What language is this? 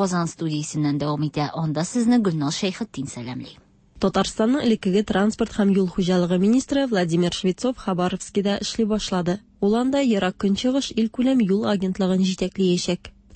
Tatar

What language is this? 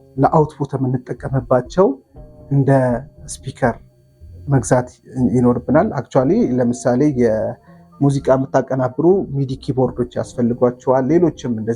Amharic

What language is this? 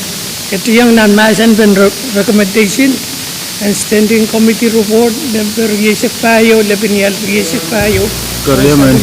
Pohnpeian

